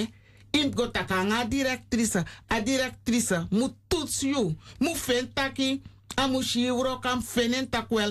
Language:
Sranan Tongo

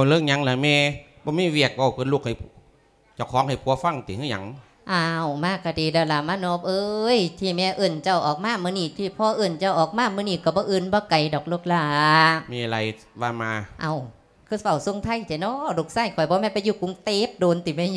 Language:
Lao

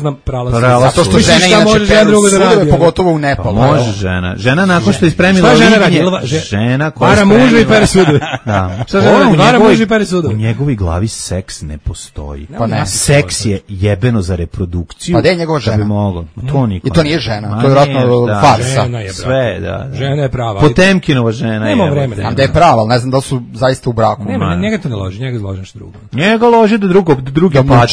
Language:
Serbian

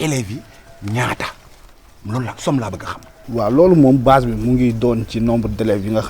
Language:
Wolof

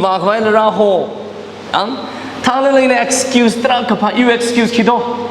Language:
Tangkhul Naga (India)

